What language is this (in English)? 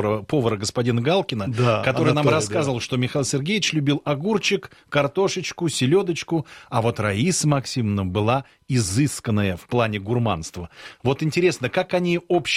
Russian